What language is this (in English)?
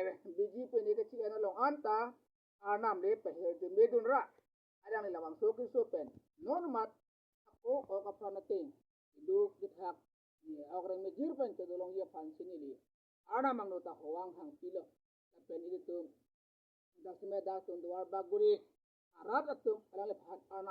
Karbi